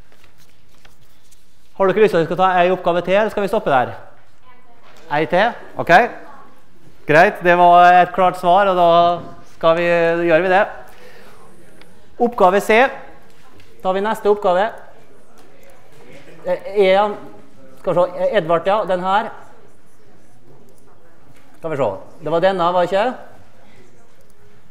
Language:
Norwegian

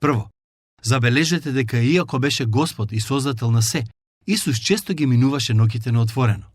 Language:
Macedonian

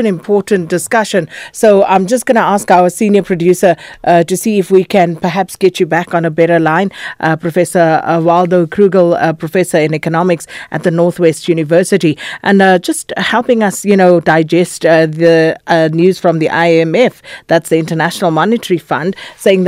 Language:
English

